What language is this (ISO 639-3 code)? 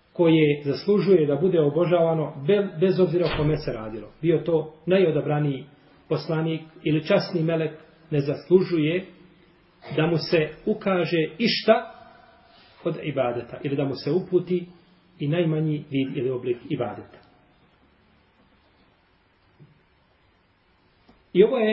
bos